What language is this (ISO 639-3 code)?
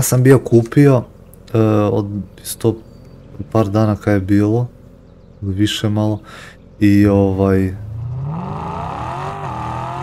srp